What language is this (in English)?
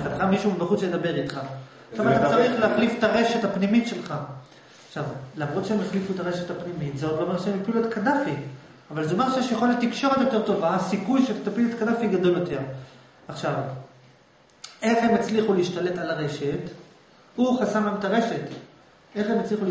Hebrew